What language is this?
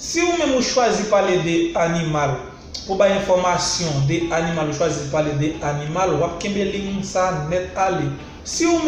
Haitian Creole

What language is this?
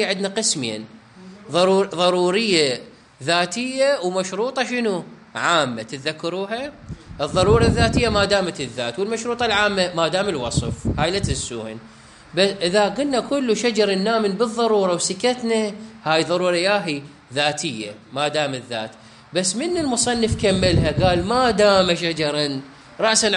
Mesopotamian Arabic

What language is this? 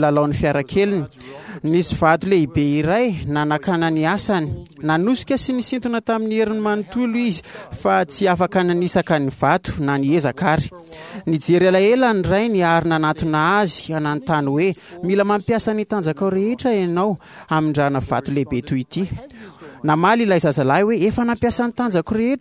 Malagasy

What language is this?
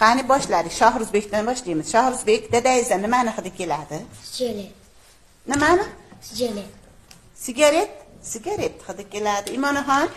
Uzbek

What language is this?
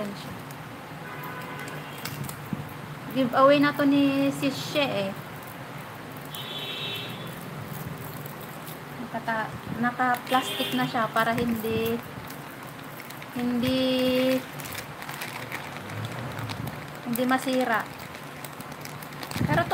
Filipino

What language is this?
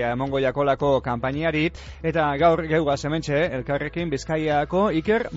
Basque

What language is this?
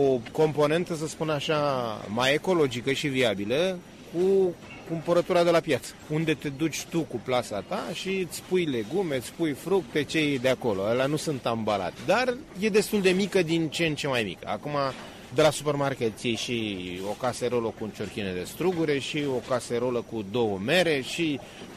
Romanian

